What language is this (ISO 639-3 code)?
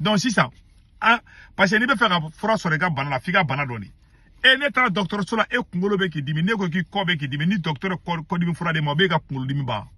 bam